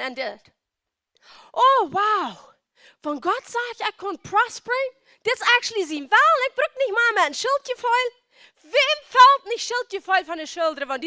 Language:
Plautdietsch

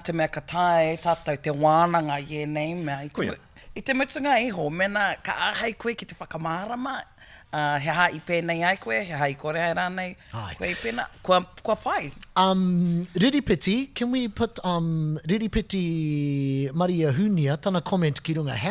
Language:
Māori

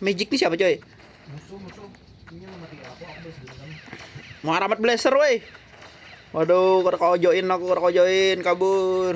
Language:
Banjar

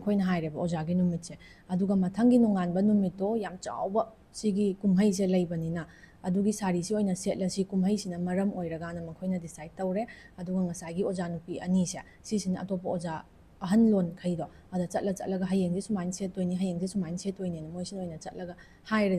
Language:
Manipuri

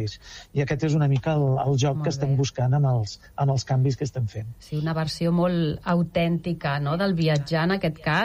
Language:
Catalan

